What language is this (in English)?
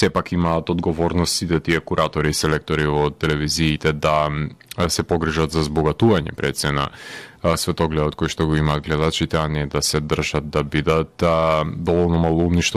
Macedonian